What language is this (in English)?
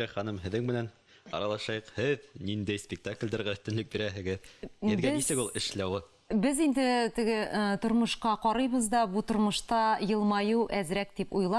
Bashkir